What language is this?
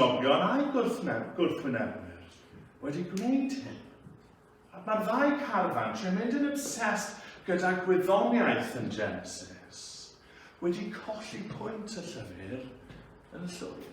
Welsh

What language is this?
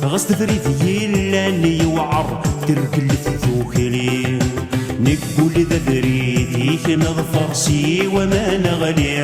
Kabyle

